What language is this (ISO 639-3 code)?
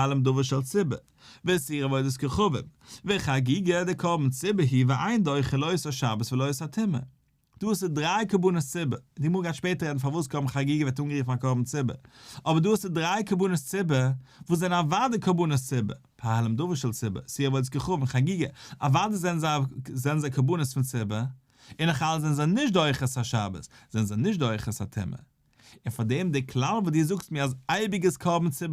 yid